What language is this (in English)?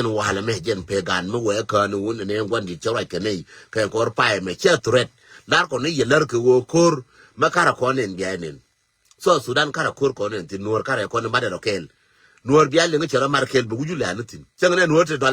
Nuer